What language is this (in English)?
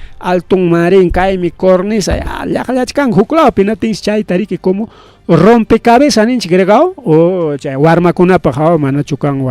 Ayacucho Quechua